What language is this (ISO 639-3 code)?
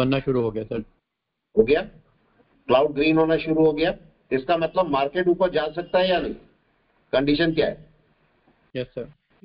hin